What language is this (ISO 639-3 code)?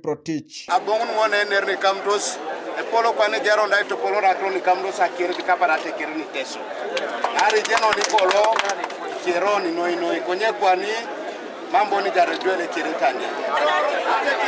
teo